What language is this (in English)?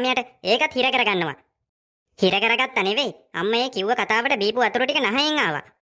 Sinhala